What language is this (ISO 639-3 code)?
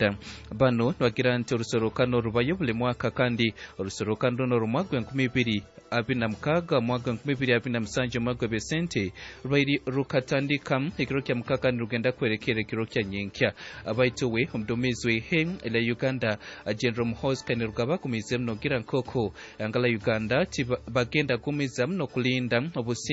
nyn